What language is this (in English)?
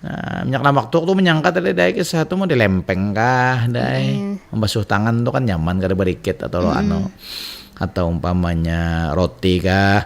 Banjar